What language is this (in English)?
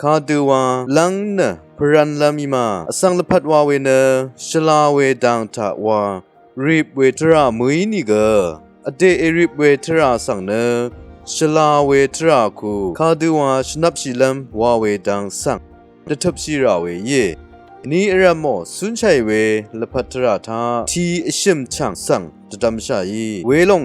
Rawang